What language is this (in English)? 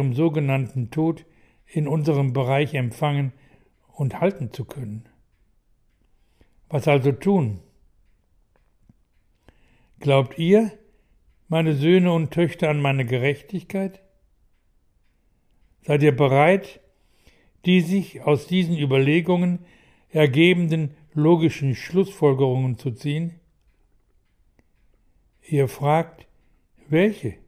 German